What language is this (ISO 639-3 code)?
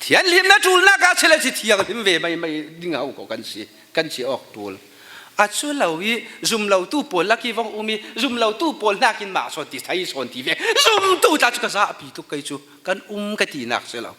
cfm